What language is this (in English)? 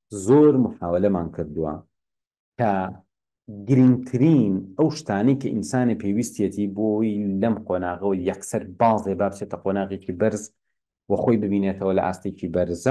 Central Kurdish